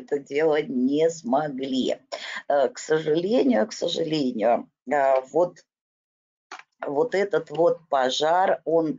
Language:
Russian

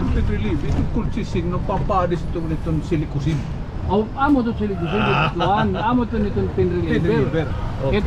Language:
Waray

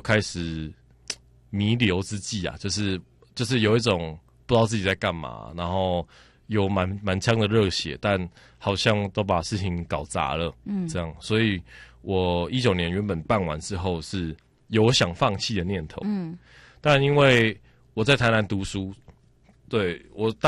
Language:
Chinese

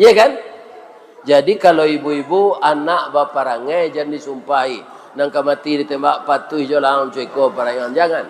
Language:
Minangkabau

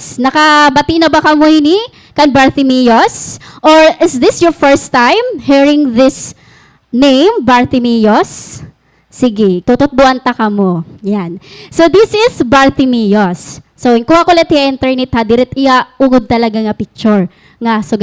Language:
Waray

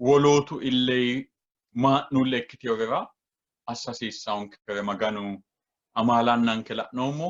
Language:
Sidamo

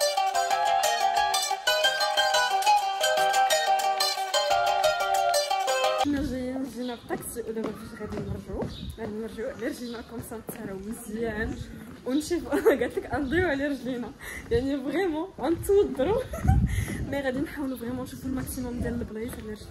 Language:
Moroccan Arabic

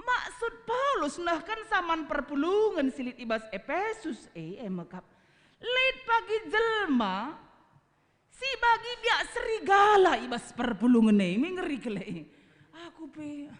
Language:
Batak Karo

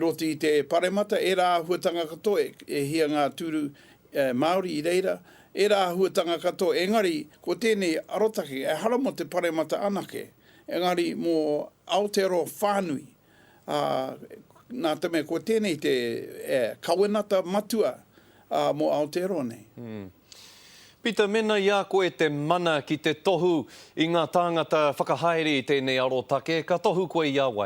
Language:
Māori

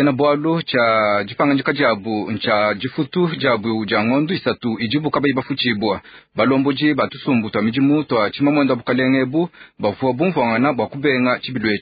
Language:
Luba-Lulua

